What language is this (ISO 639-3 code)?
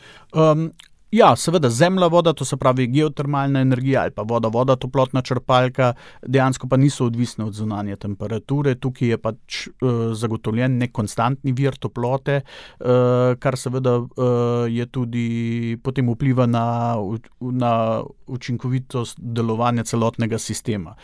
slv